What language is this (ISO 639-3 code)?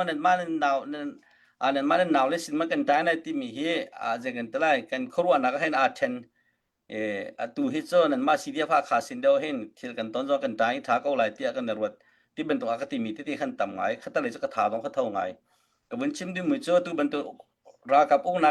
cnh